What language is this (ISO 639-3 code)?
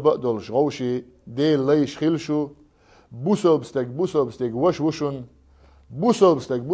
che